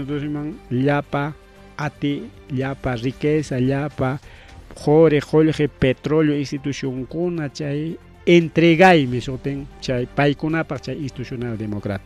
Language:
Ayacucho Quechua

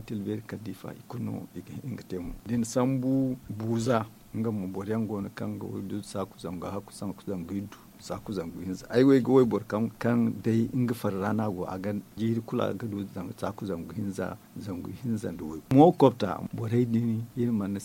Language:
Zarma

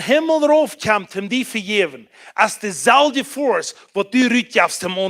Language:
Plautdietsch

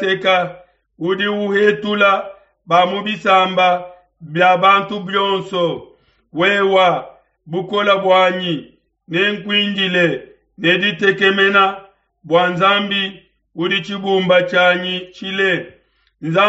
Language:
Luba-Lulua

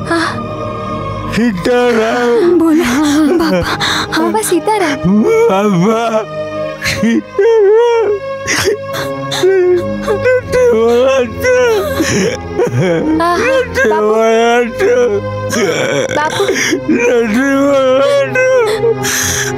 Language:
Gujarati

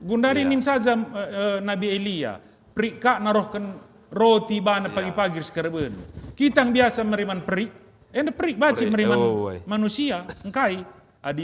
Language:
Batak Karo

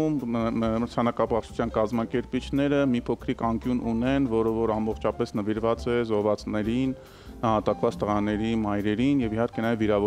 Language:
Armenian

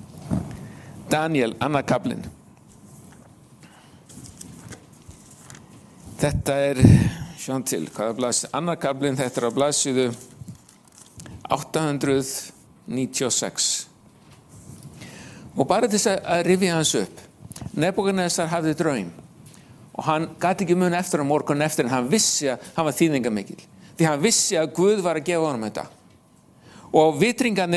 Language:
Icelandic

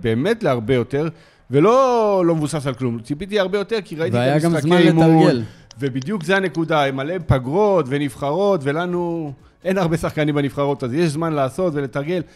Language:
Hebrew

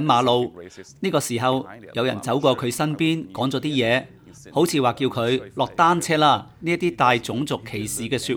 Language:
Cantonese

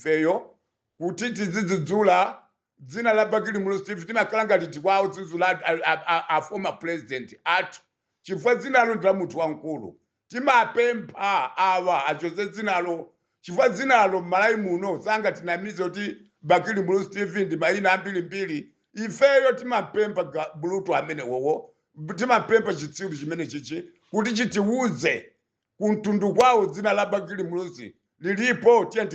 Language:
Nyanja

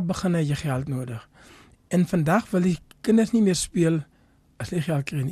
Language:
Afrikaans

